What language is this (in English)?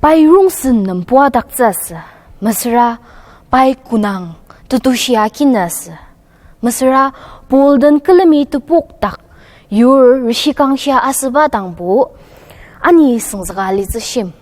Ao Naga